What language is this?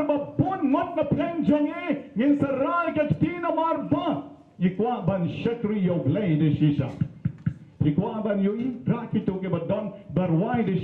Khasi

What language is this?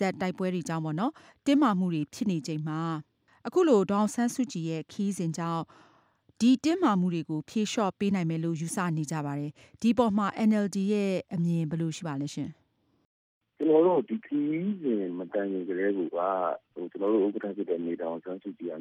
Burmese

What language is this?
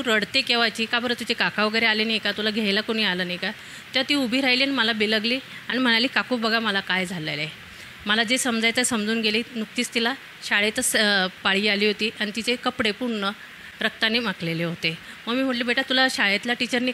Marathi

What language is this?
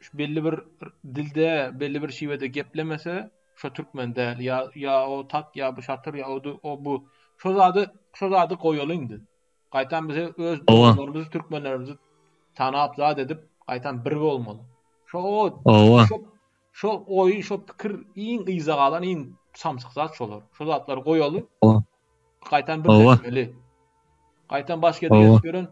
Turkmen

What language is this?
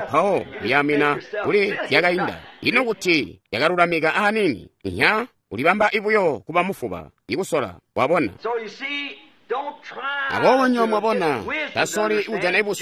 Tonga (Zambia)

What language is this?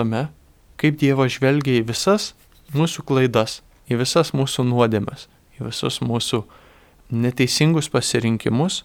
Lithuanian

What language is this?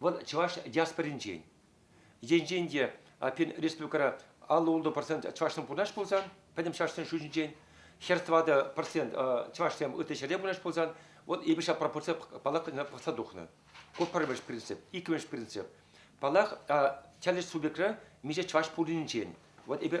Chuvash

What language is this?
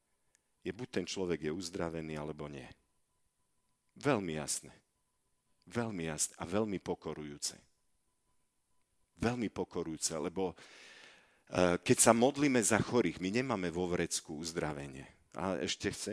Slovak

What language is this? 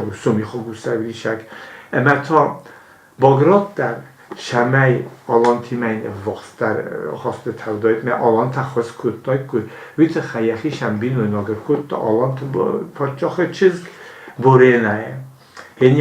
Ossetic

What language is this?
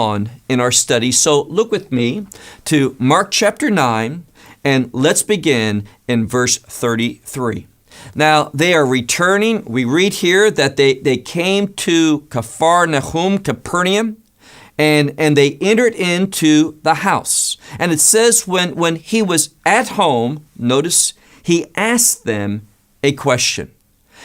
English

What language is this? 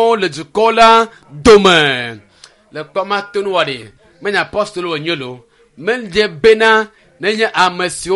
Ewe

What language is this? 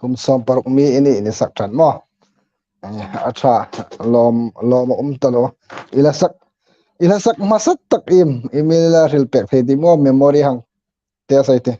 Hmar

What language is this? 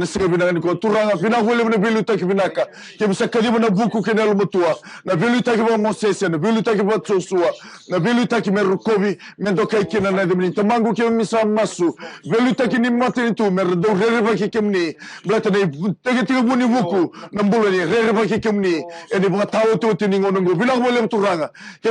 Fijian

